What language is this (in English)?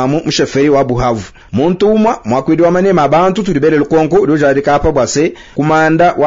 Luba-Lulua